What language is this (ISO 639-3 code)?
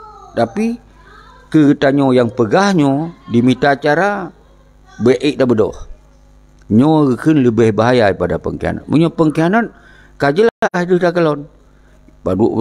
ace